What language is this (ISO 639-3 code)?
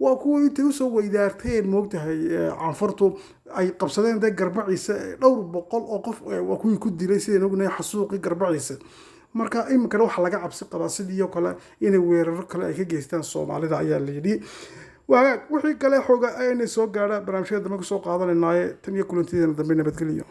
som